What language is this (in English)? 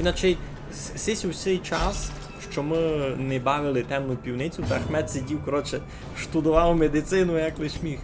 Rusyn